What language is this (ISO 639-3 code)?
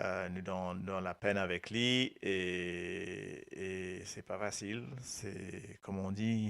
mfe